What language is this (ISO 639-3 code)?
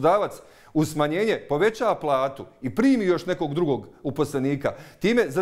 bos